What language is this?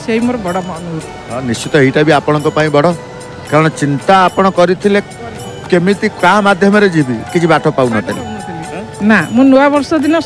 Odia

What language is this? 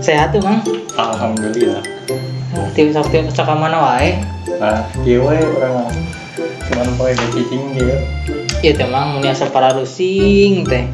Sundanese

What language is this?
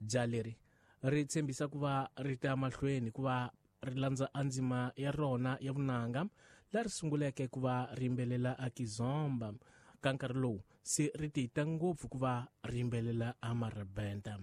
Tsonga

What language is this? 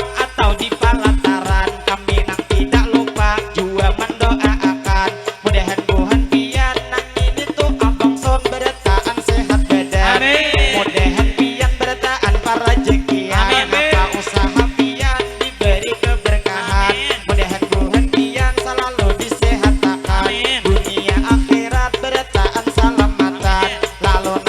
Banjar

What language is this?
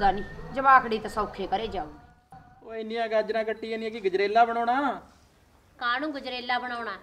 Punjabi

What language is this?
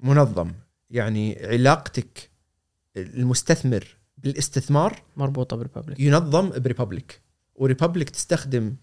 Gulf Arabic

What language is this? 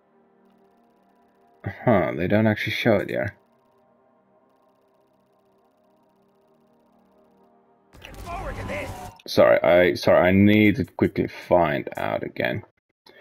English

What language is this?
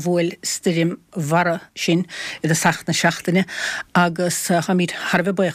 Irish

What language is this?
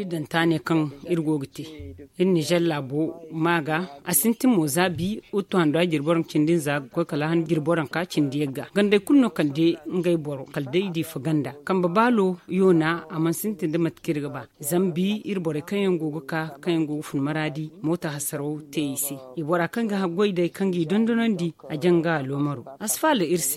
Zarma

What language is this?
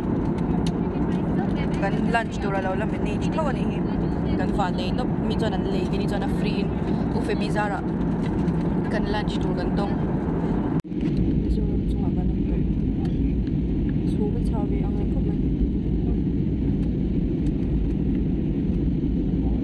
Mizo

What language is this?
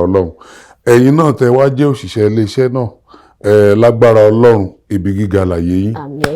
Yoruba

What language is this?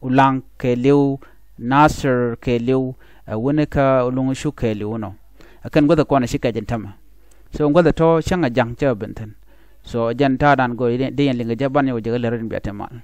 Nuer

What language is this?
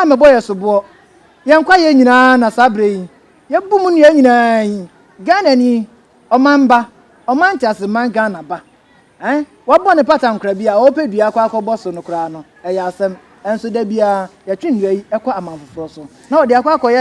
Akan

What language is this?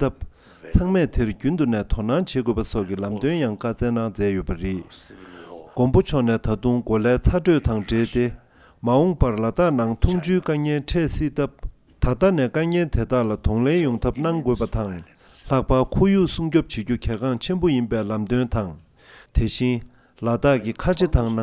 Tibetan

